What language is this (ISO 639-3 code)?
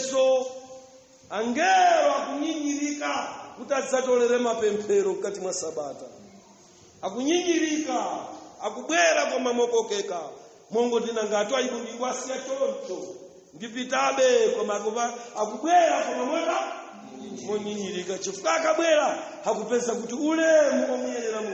nya